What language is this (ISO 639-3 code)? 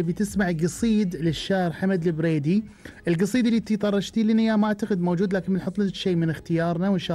afb